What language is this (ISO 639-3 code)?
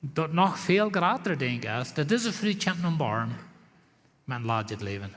pdt